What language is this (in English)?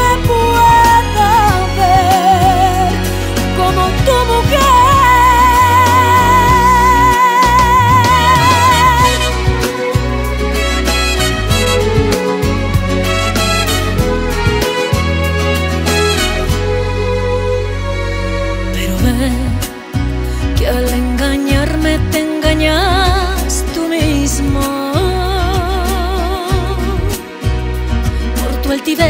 Spanish